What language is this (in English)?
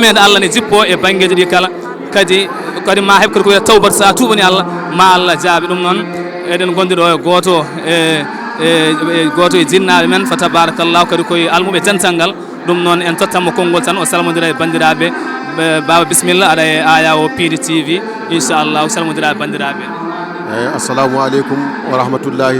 Fula